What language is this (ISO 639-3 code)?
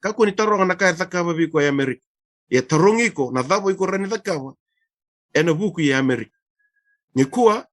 fij